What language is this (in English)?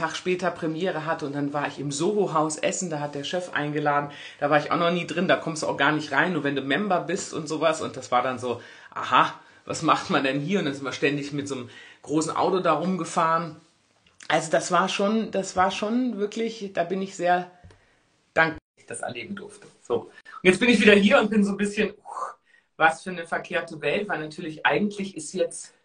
German